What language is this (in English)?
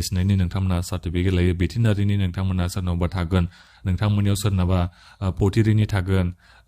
Bodo